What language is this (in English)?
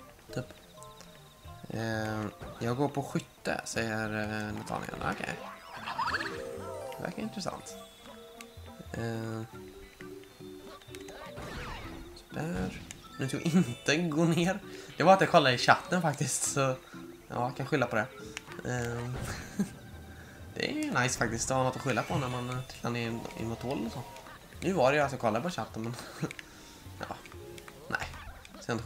Swedish